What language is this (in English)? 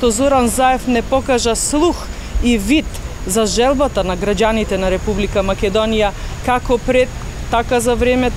Macedonian